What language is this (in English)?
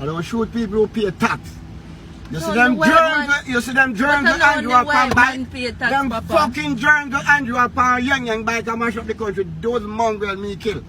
Jamaican Creole English